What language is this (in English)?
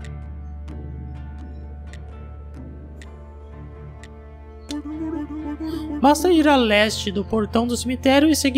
Portuguese